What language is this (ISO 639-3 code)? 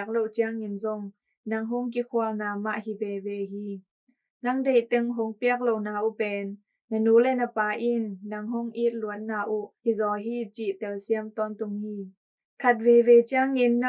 ctd